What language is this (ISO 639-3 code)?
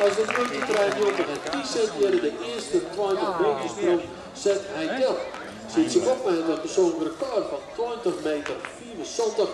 fry